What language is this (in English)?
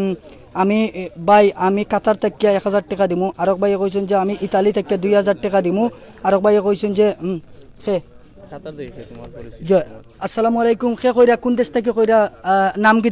Sylheti